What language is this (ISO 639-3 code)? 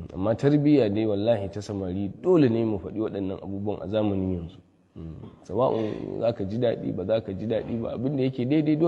hau